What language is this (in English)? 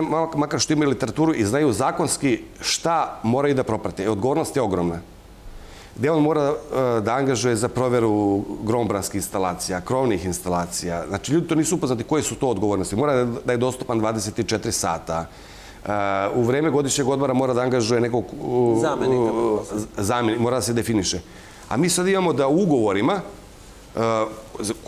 Serbian